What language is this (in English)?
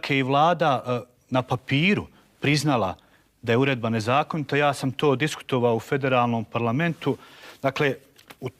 Bosnian